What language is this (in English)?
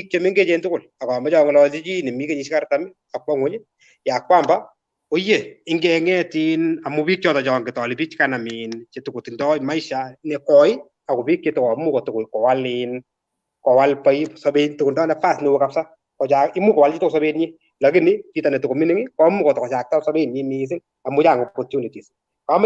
Kalenjin